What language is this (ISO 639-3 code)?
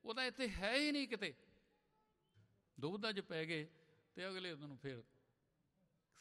pan